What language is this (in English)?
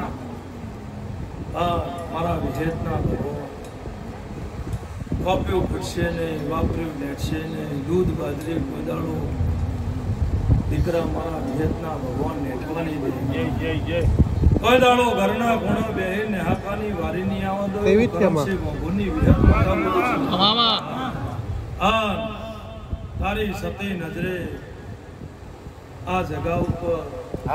Gujarati